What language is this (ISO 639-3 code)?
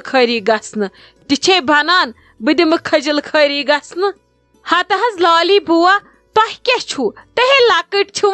kas